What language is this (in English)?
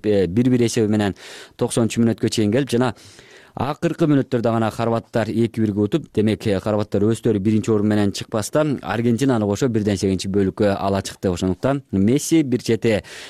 Kyrgyz